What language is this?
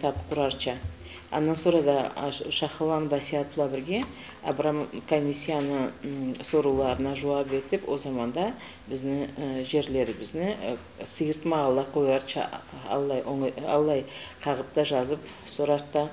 Karachay-Balkar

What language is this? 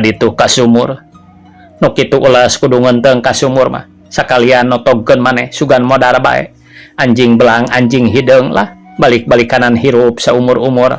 Sundanese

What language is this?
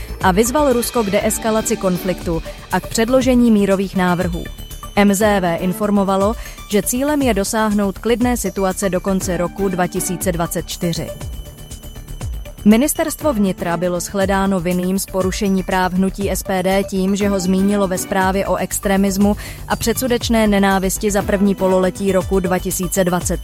Czech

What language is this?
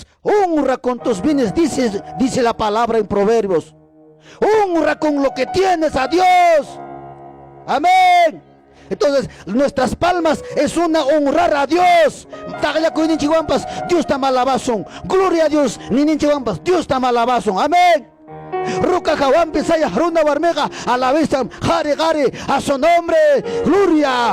Ayacucho Quechua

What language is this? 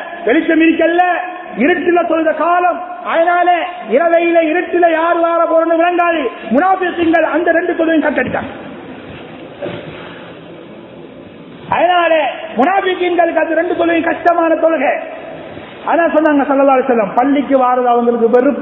Tamil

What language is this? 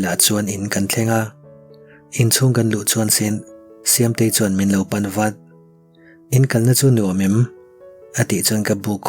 Mizo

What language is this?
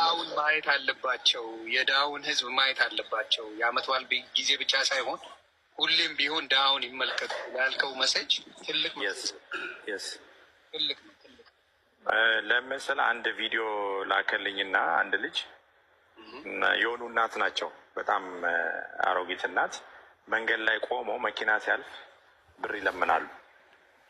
Amharic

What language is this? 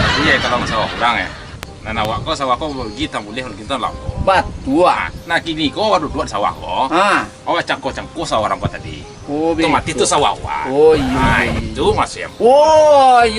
Minangkabau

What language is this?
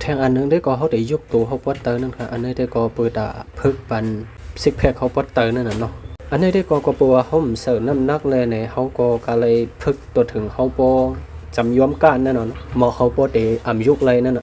Shan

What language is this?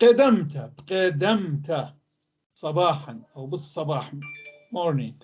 North Levantine Arabic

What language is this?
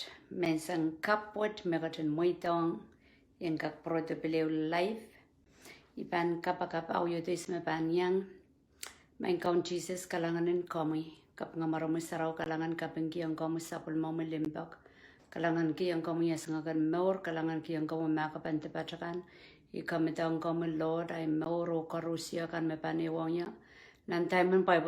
Pohnpeian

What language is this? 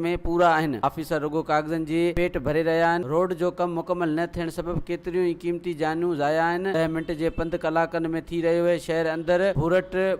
Sindhi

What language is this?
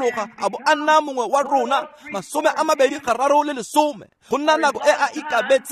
Tswana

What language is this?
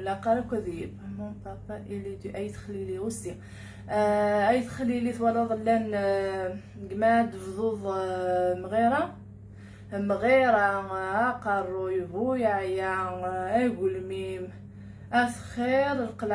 Kabyle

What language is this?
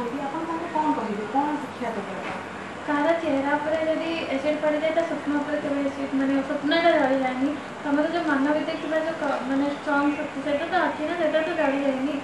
Odia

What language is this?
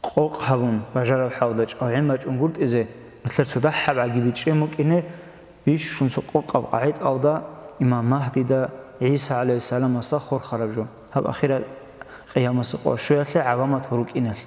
Avaric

